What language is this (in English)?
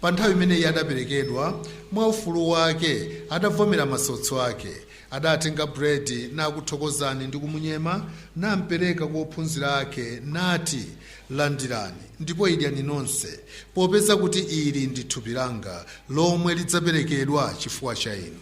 Nyanja